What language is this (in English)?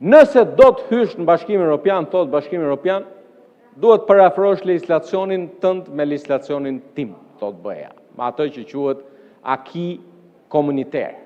Albanian